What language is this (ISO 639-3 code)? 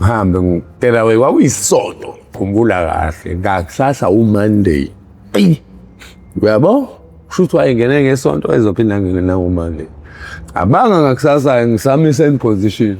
zul